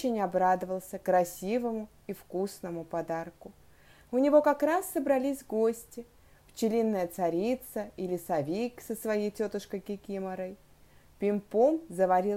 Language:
Russian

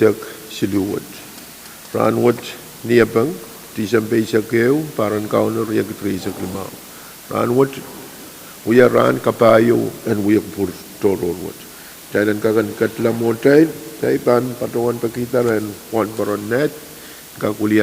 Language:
Pohnpeian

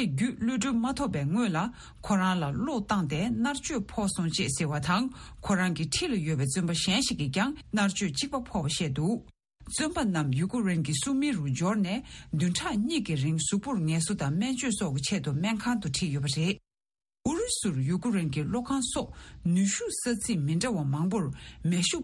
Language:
Tibetan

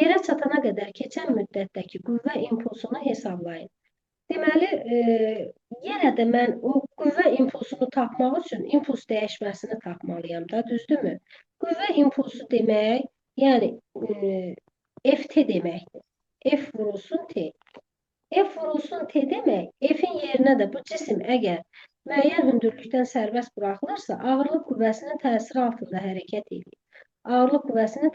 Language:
Azerbaijani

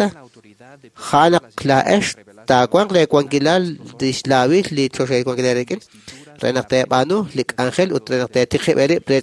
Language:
Kekchí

